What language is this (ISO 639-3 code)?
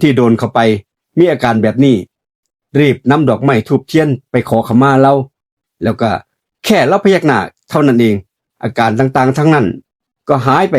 lao